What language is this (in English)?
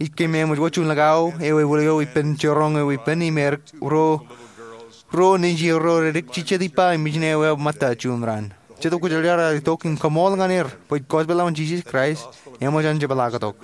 Marshallese